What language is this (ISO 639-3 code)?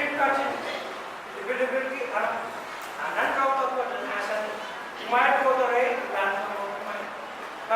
pon